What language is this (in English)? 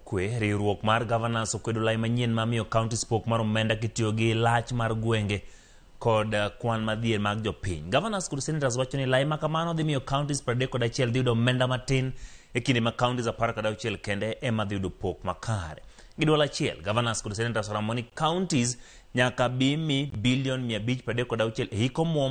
Luo (Kenya and Tanzania)